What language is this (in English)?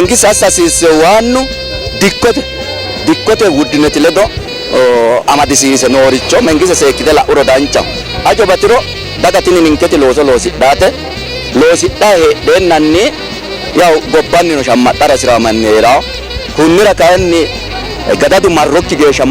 Sidamo